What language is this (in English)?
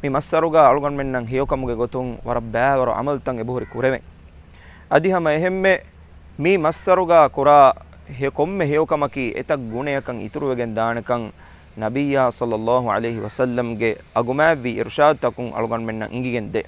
Divehi